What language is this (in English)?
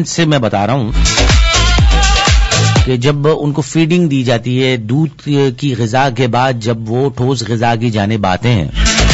Urdu